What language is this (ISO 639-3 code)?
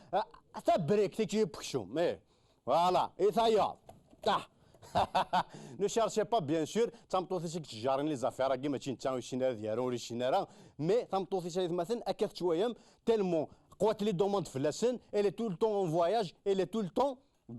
kab